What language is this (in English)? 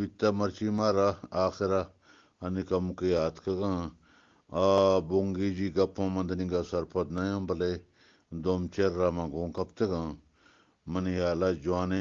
Eastern Balochi